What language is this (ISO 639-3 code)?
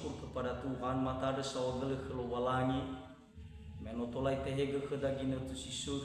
nia